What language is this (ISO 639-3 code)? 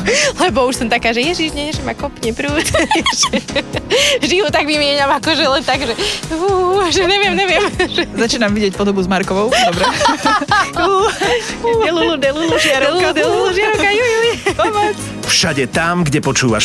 slk